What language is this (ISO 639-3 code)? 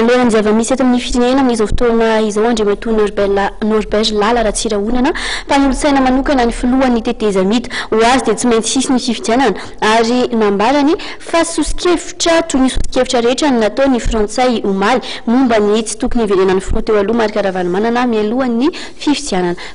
mlg